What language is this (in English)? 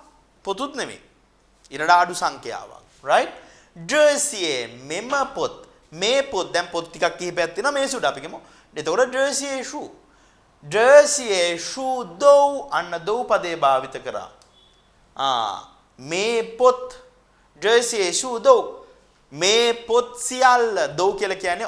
Sinhala